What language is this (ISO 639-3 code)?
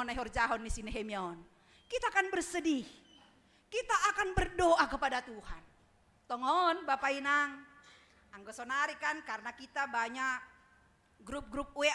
bts